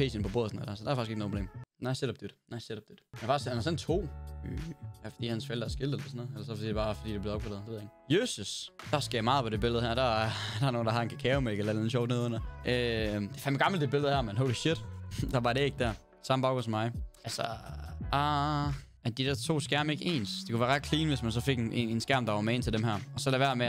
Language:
Danish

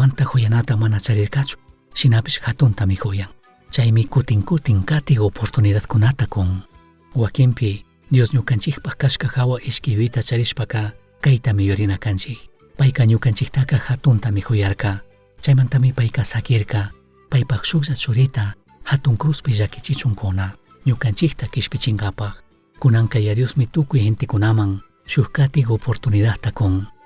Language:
Chimborazo Highland Quichua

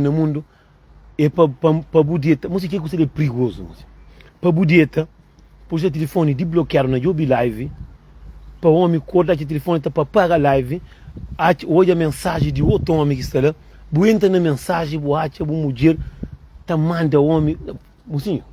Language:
Kabuverdianu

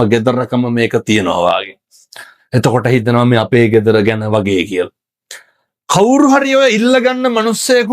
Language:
Sinhala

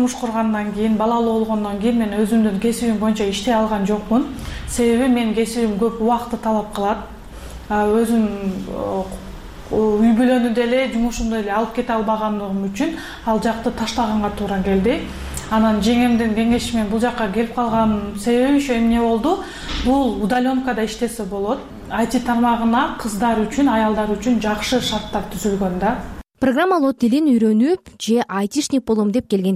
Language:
Kyrgyz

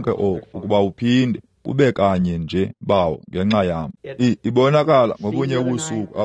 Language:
Xhosa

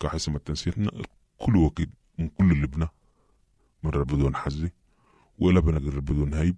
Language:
Sudanese Arabic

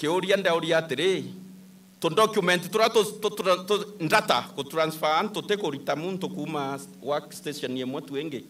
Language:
Meru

